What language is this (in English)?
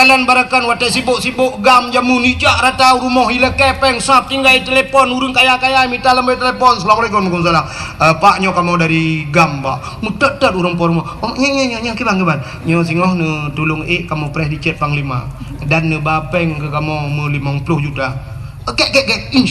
Achinese